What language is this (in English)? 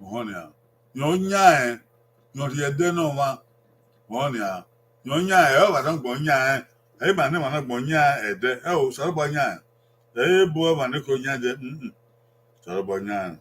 Bini